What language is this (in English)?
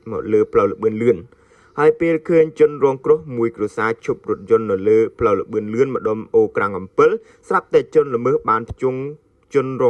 Khmer